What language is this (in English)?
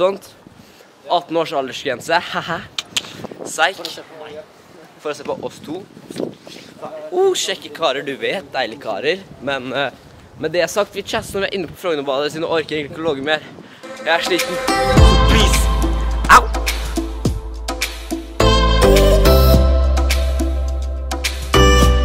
Norwegian